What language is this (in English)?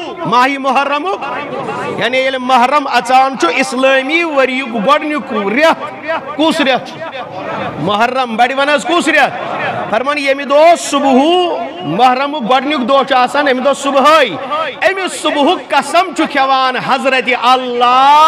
Kashmiri